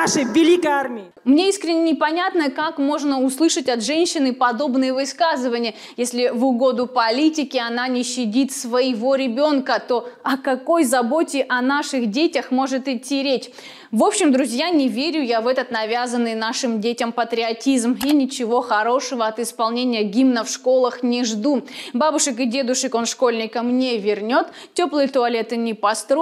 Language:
Russian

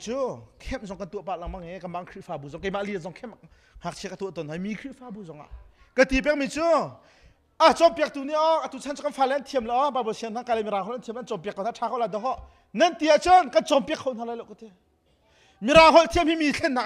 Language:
Hakha Chin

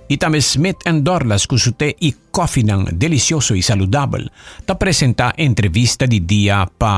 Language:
Papiamento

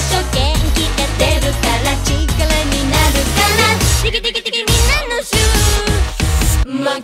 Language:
Japanese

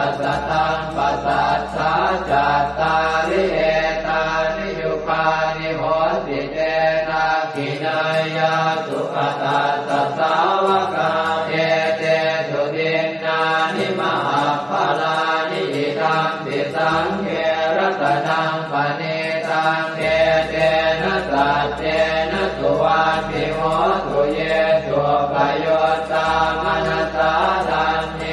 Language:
Pali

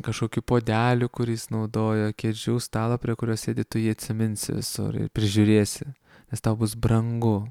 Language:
Lithuanian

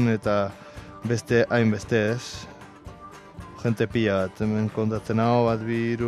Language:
Basque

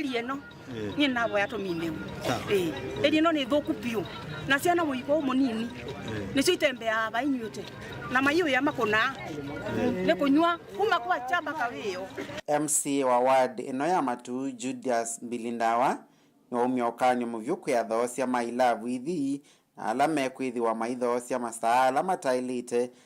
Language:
Kamba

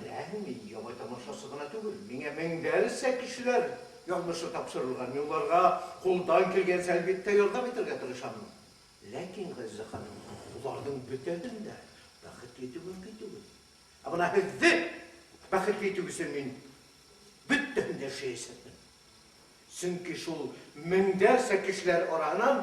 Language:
Bashkir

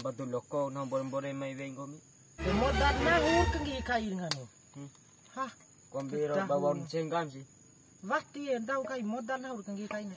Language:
Bima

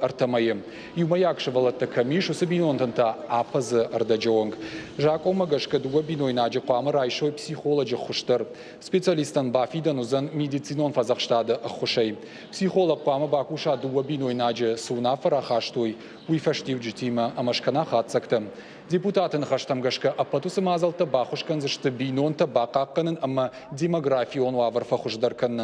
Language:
Ossetic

